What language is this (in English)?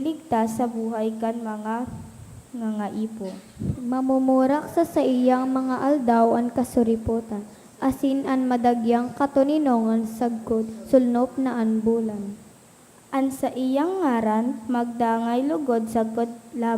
Bikol